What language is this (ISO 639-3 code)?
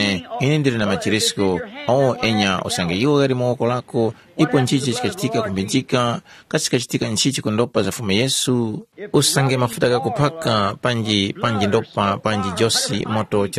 tum